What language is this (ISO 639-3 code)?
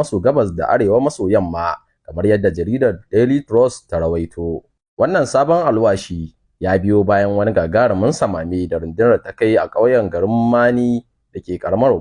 hau